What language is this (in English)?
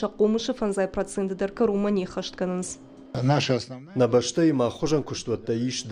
Ossetic